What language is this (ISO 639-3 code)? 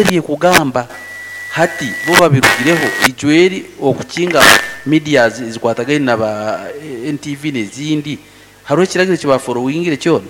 nyo